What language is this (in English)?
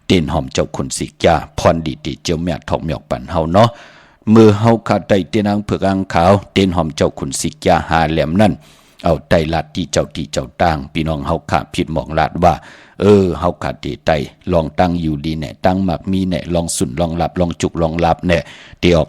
Shan